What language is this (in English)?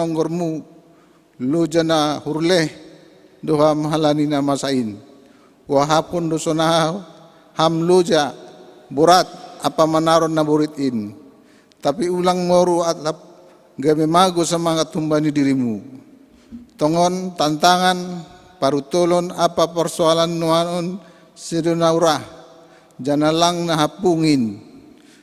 Batak Simalungun